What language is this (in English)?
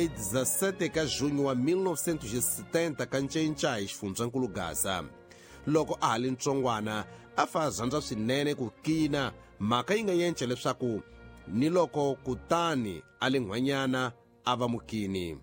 Tsonga